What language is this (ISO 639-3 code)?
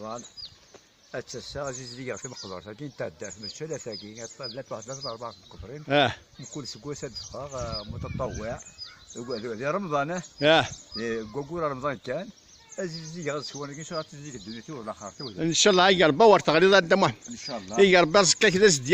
kab